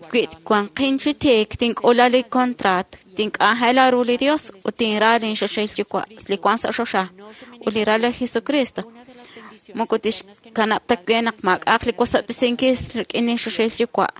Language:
Kekchí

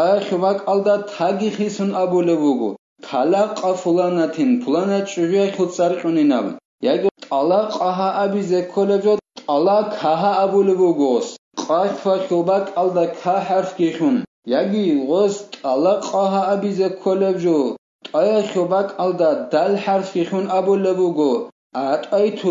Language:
Avaric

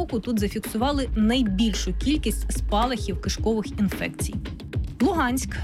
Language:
Ukrainian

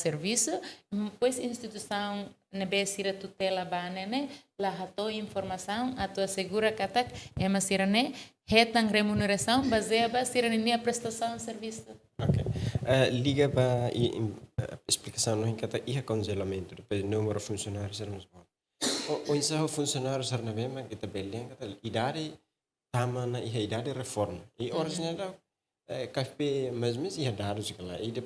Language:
Tetum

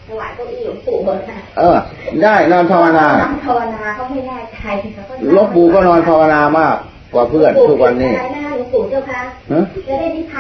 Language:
Thai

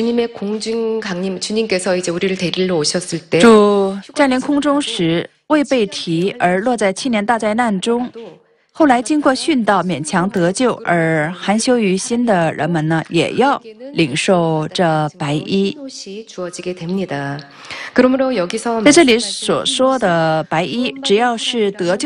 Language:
Chinese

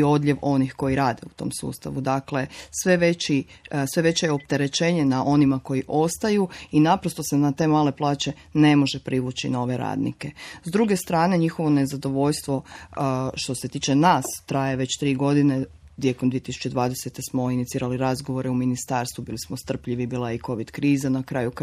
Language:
Croatian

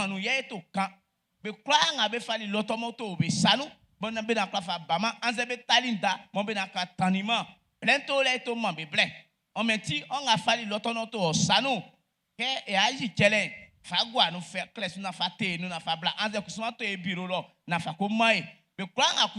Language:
Baoulé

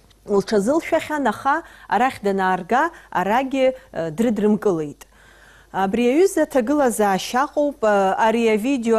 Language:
Abkhazian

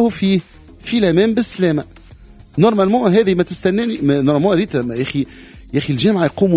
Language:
Tunisian Arabic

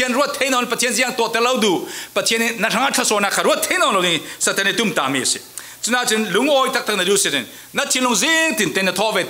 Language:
Falam Chin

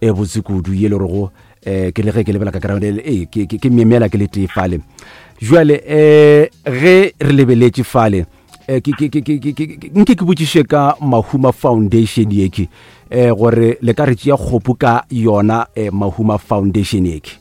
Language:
Northern Sotho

